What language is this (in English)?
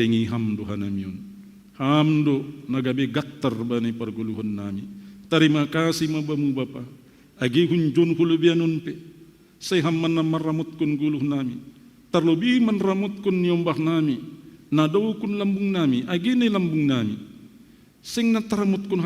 Batak Simalungun